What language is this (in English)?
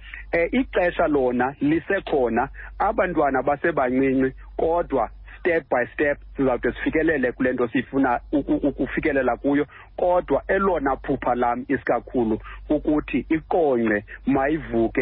Xhosa